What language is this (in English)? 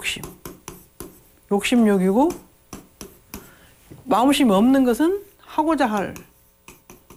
Korean